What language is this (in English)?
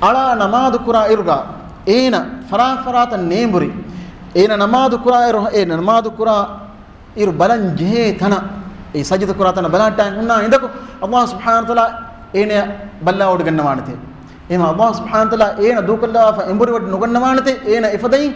Divehi